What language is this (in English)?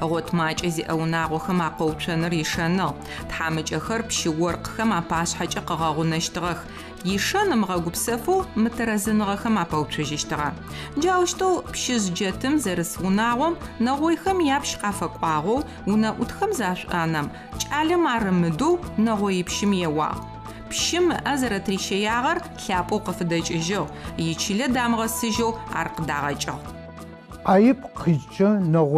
Adyghe